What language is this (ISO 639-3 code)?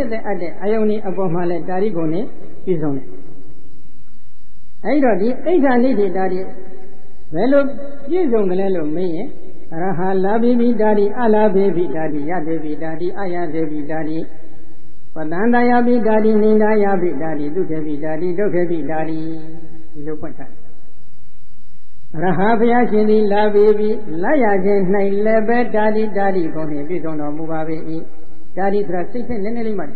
mya